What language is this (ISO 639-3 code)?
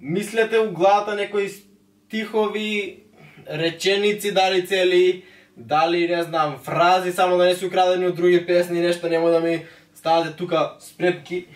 mkd